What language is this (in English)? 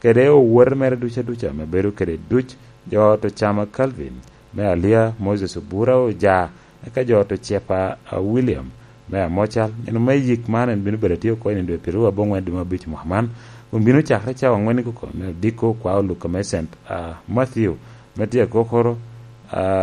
Lango (Uganda)